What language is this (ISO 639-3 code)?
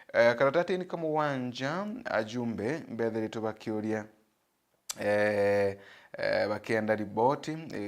mer